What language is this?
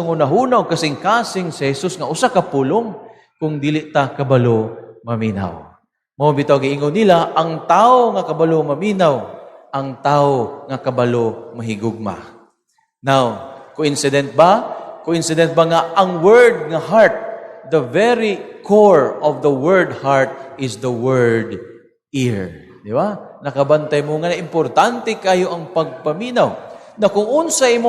Cebuano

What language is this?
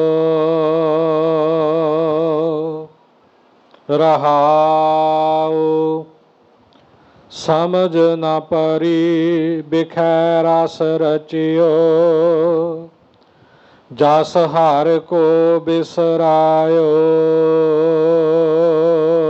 Punjabi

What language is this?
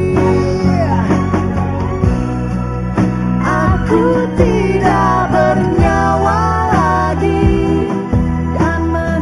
Indonesian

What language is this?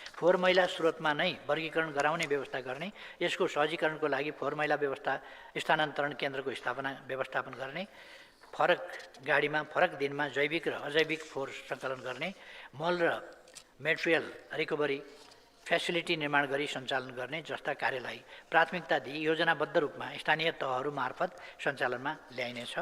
Nepali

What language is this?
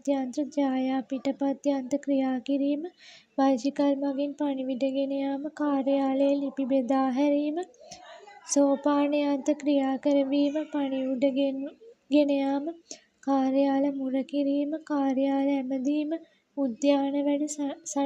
Sinhala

